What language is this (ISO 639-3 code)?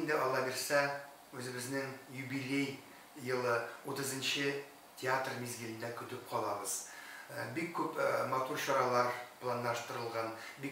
tat